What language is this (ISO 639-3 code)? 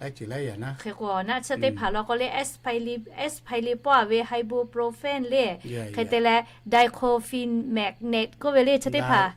lhu